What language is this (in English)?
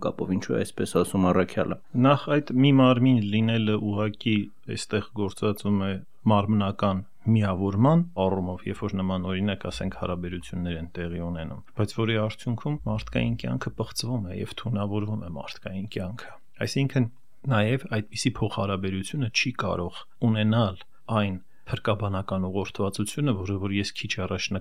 Armenian